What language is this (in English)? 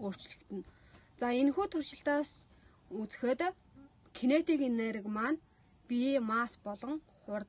Mongolian